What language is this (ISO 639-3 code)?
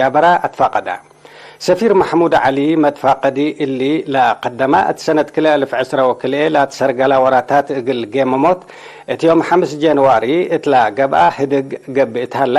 tig